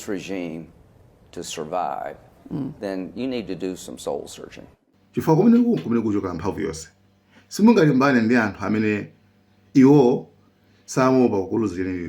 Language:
Nyanja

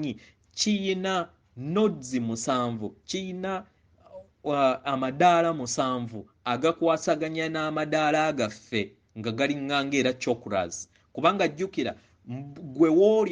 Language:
Ganda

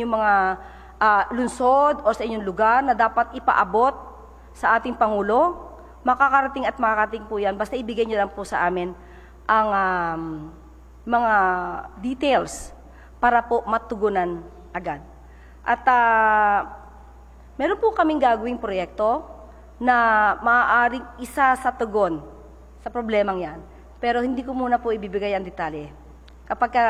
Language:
Filipino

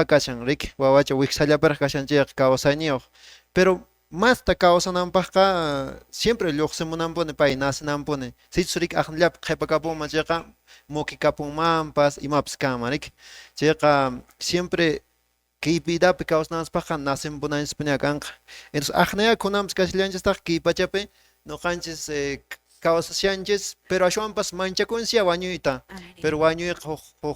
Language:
Quechua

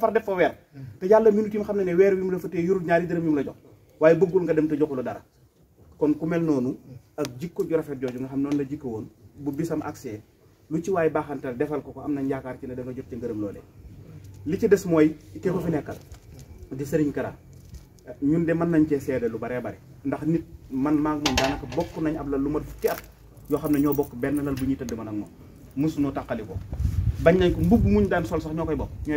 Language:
Wolof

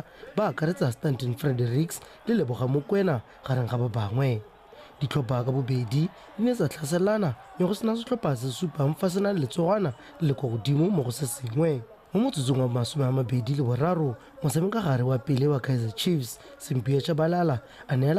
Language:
Tswana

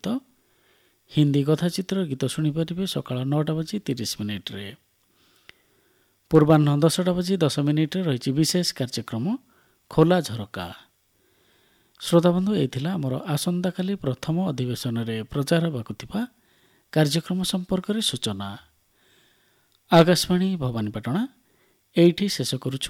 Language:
Odia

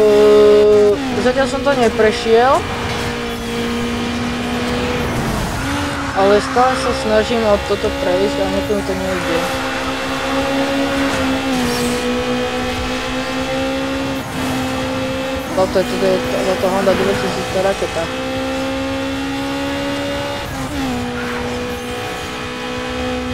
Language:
Slovak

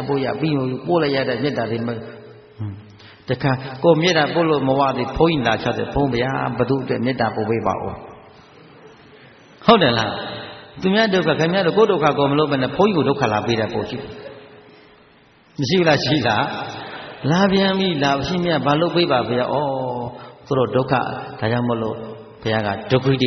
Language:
Burmese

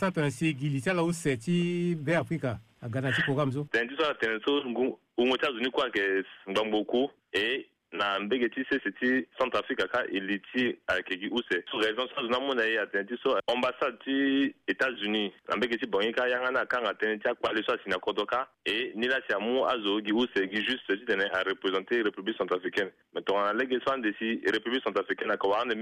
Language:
Sango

